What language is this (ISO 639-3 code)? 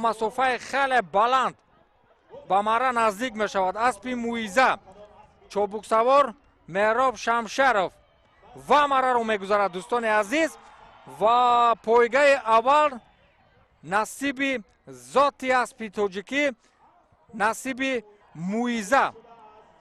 tgk